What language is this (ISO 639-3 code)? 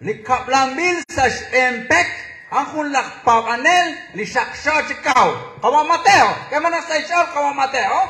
kek